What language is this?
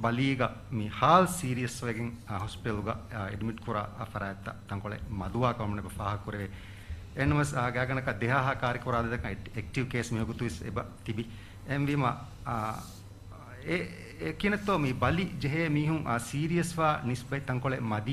Divehi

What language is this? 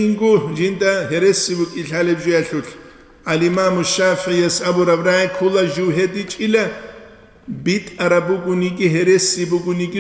Avaric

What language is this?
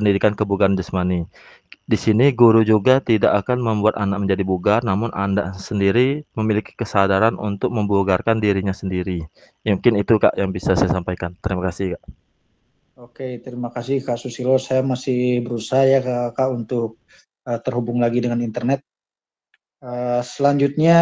Indonesian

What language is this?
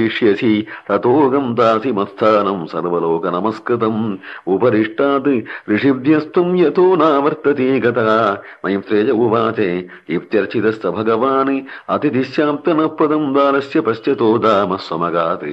Sanskrit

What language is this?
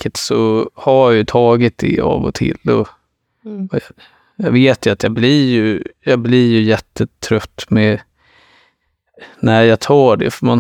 Swedish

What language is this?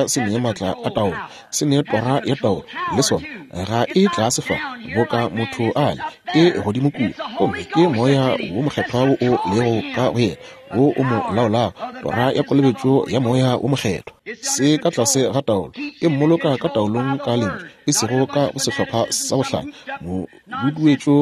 Northern Sotho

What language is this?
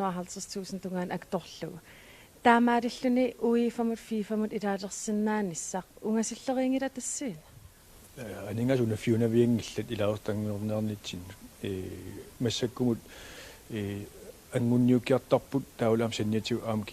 Kalaallisut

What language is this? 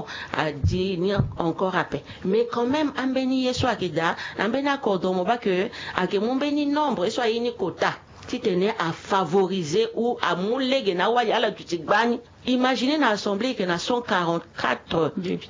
Sango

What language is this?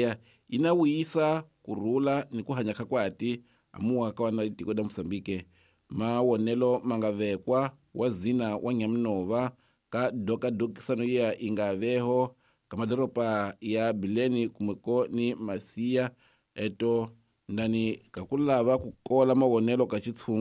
Tsonga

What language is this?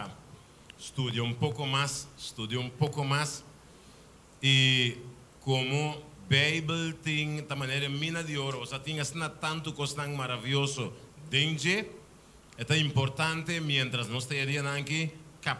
Papiamento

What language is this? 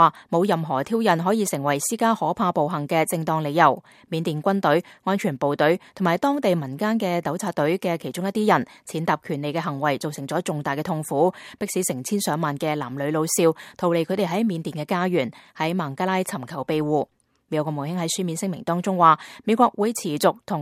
Cantonese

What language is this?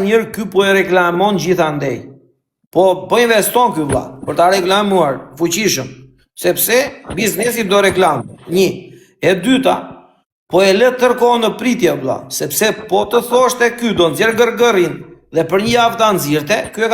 Albanian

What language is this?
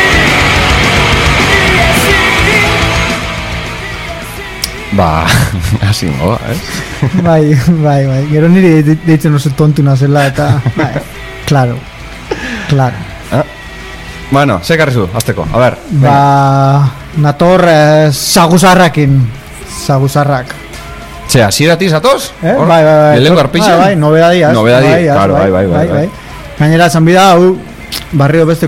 Basque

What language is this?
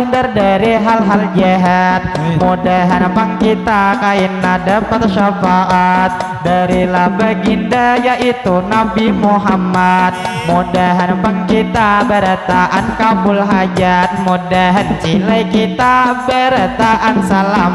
Banjar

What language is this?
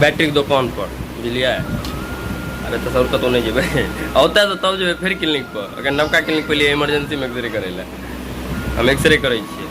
Maithili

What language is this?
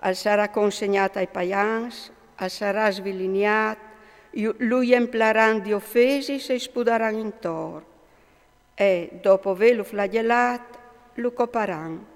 Friulian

